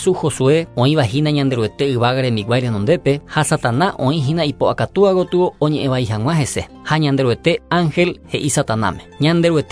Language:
Guarani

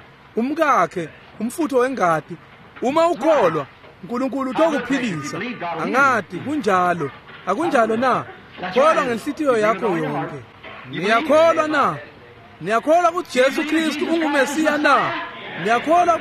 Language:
Swati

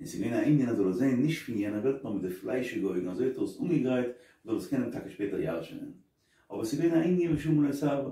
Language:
Yiddish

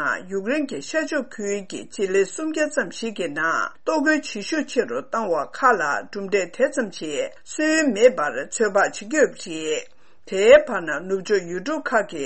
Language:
Tibetan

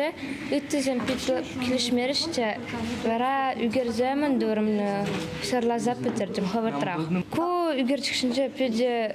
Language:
Chuvash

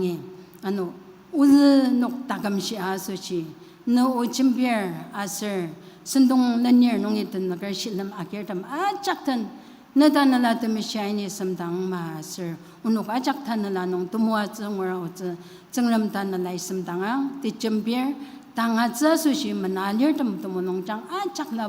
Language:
Ao Naga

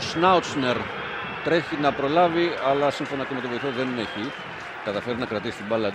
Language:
Greek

